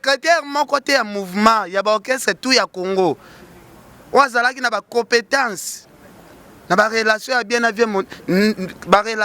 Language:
Lingala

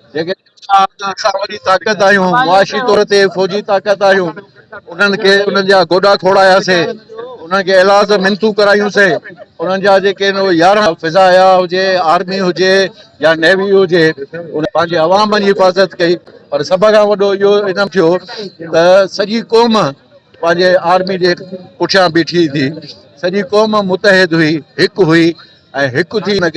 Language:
Sindhi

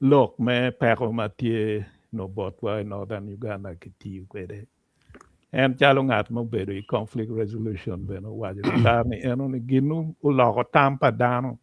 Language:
Acoli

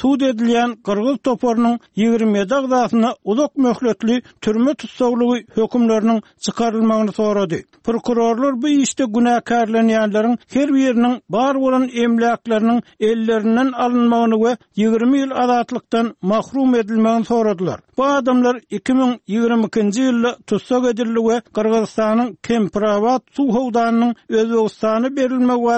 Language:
Turkmen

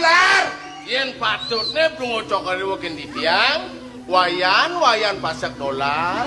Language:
Balinese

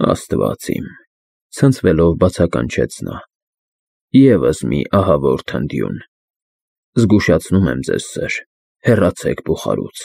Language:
Armenian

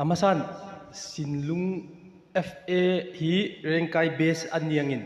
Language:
Hmar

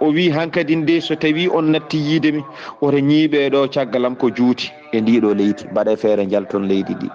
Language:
Fula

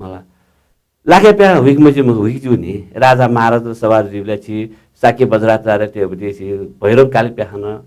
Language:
Newari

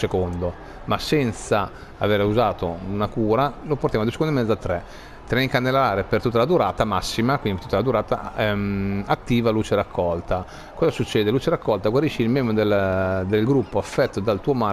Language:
Italian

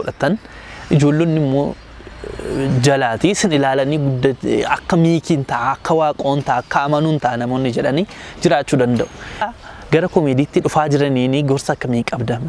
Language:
Oromo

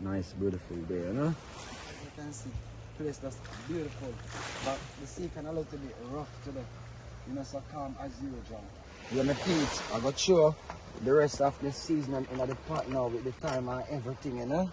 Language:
Jamaican Creole English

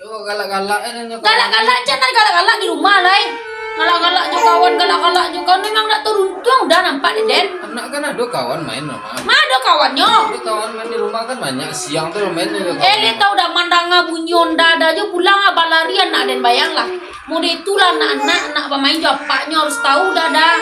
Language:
Minangkabau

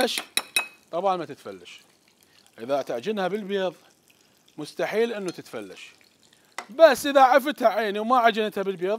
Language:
Mesopotamian Arabic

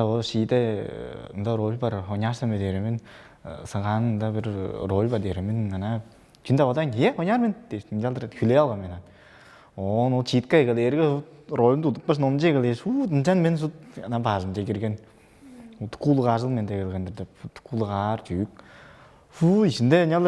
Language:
Tuvinian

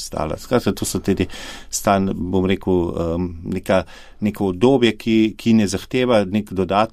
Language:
Slovenian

